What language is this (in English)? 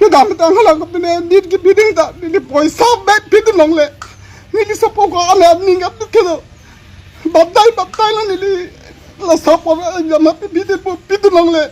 Karbi